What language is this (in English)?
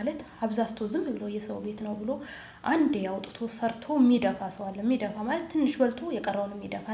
Amharic